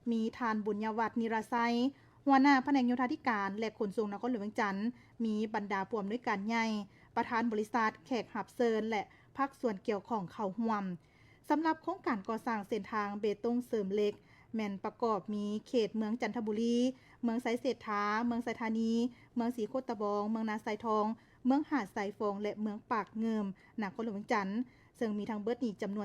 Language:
Lao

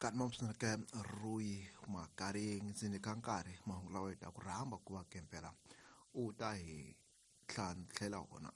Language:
Tsonga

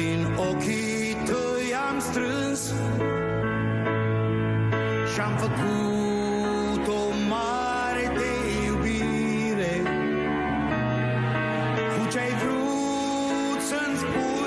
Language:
Romanian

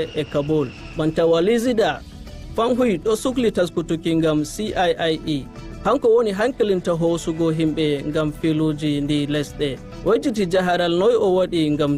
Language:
Nigerian Fulfulde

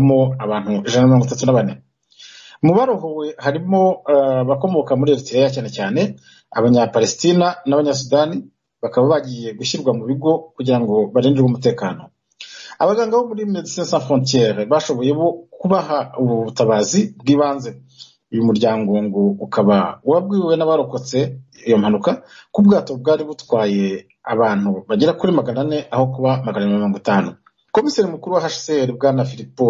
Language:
Kinyarwanda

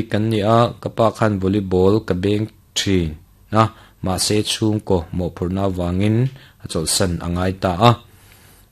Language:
Mizo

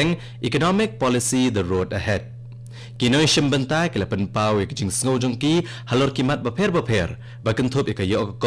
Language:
Khasi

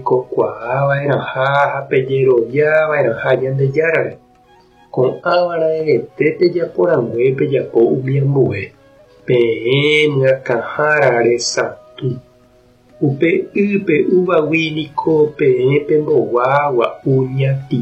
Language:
Guarani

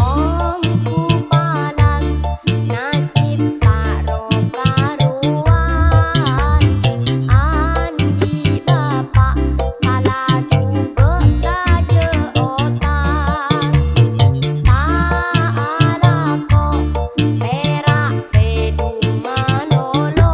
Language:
Madurese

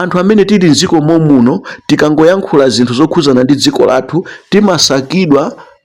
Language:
Nyanja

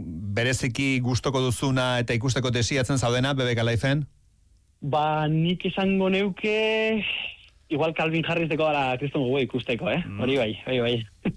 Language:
Basque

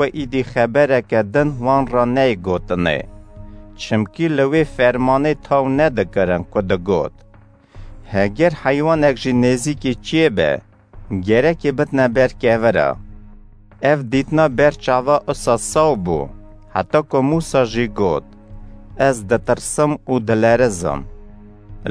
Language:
Kurdish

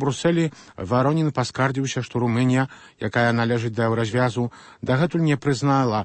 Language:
Belarusian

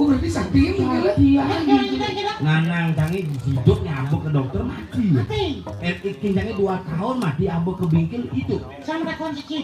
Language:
Balinese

